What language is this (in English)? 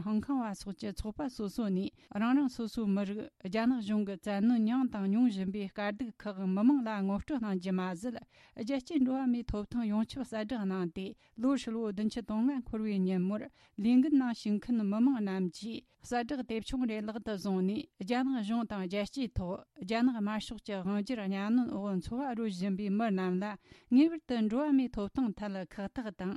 Tibetan